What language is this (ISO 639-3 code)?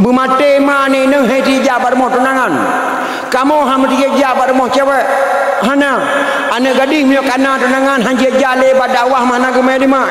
ace